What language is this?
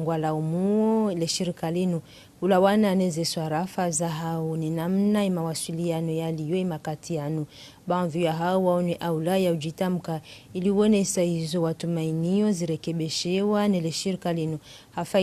Ngazidja Comorian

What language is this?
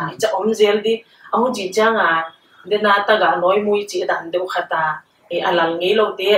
Paite Chin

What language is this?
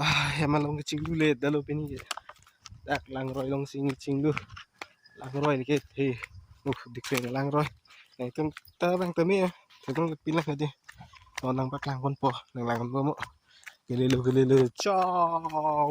Karbi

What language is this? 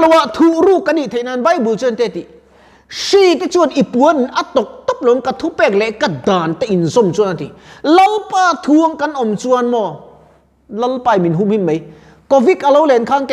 Mizo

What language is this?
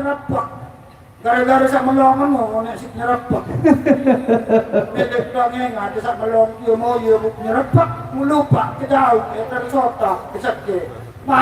Sasak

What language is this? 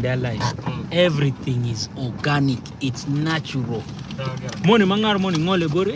Acoli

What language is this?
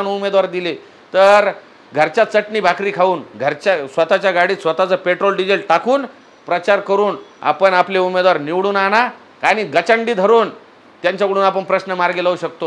Marathi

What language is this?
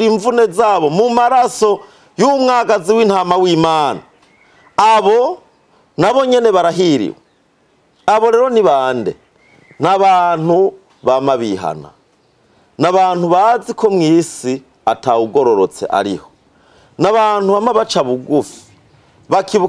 Rundi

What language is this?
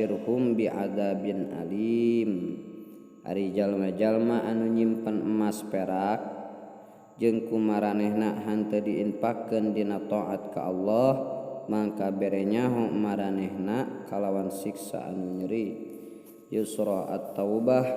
Sundanese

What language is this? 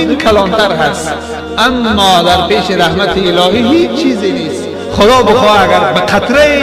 Tajik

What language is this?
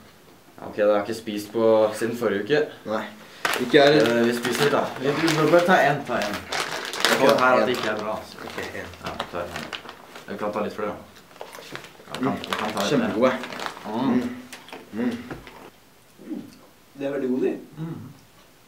Norwegian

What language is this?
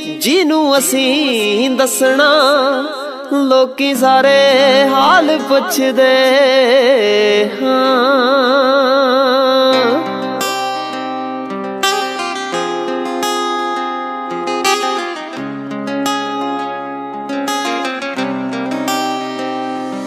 Punjabi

